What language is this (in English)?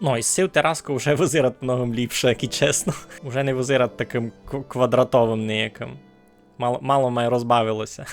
Rusyn